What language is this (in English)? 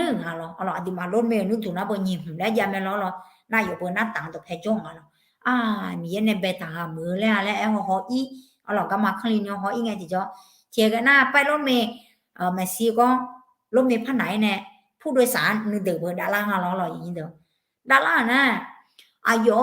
Akha